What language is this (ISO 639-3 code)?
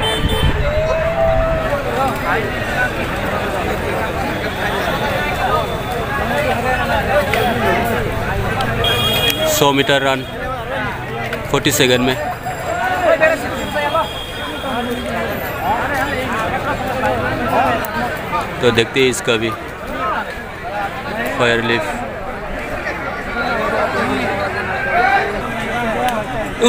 hin